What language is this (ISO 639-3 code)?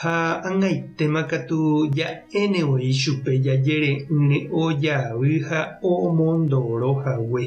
grn